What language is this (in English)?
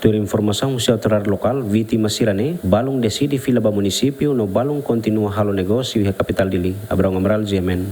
Tetum